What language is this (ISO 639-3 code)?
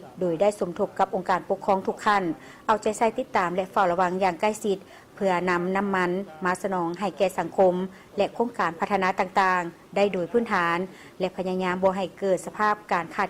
lao